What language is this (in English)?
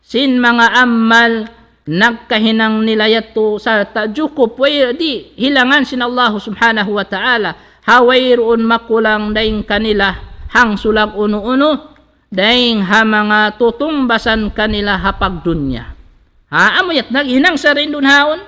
Tausug